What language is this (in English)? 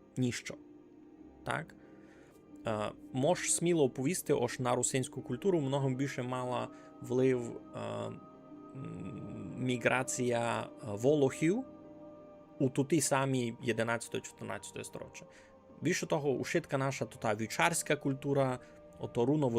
Rusyn